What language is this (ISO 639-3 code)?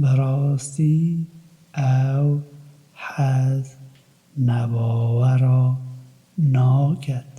kur